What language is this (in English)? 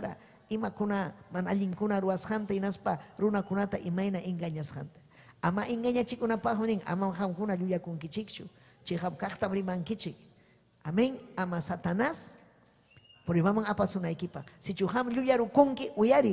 Ayacucho Quechua